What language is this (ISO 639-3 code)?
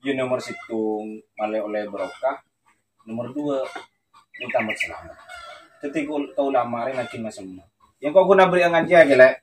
mad